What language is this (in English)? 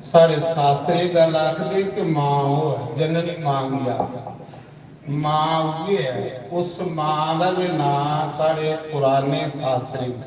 Dogri